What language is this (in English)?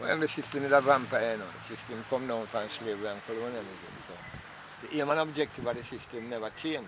Jamaican Creole English